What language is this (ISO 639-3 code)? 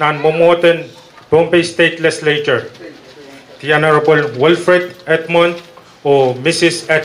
pon